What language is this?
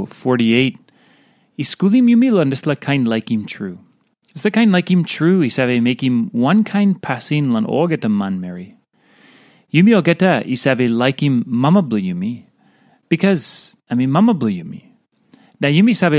Tok Pisin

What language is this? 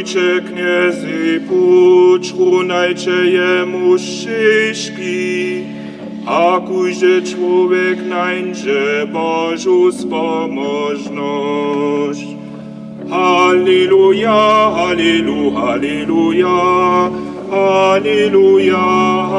Upper Sorbian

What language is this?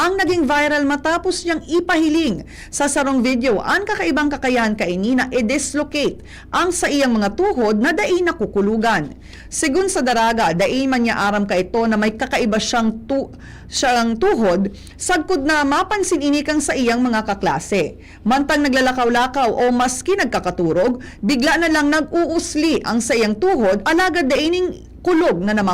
Bikol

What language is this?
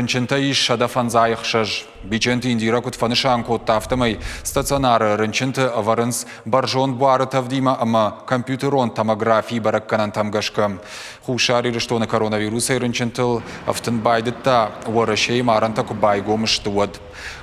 Ossetic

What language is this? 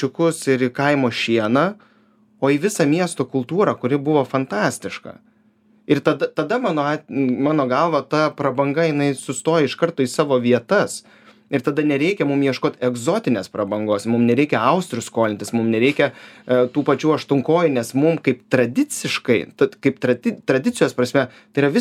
Lithuanian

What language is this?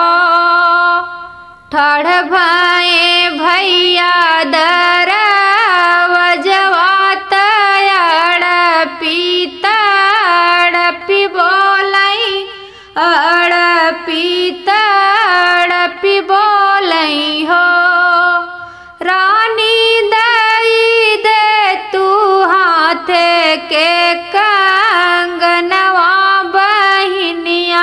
Bhojpuri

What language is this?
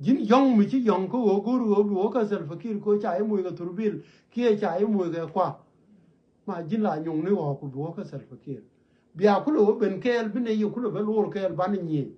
Nuer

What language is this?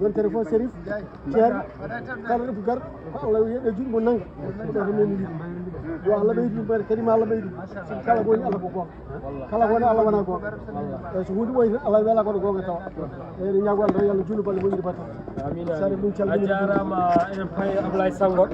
Fula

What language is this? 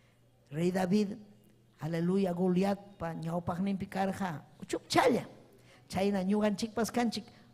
Ayacucho Quechua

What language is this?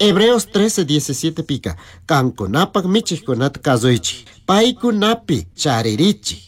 Chimborazo Highland Quichua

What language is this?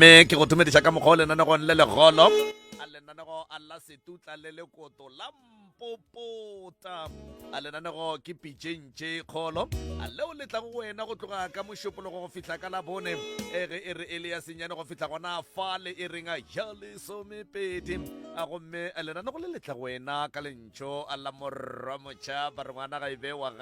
Northern Sotho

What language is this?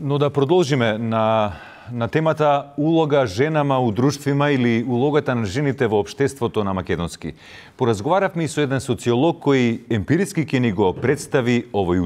Macedonian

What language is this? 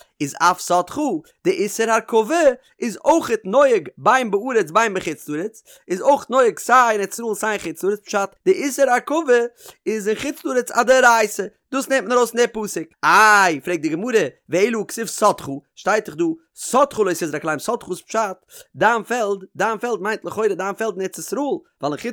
Yiddish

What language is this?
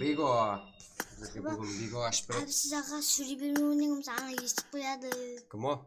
Kara-Kalpak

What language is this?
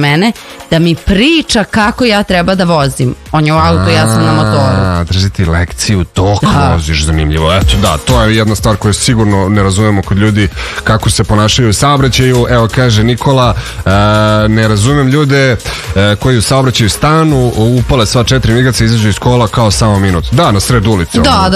Serbian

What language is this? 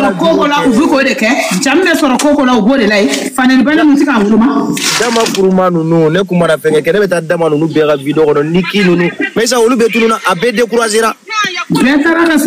Bambara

